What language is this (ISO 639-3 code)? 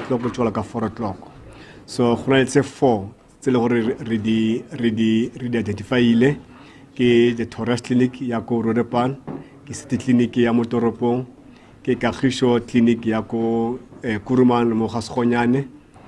tsn